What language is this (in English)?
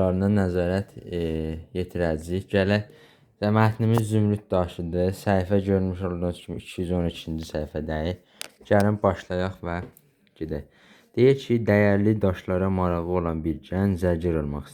Azerbaijani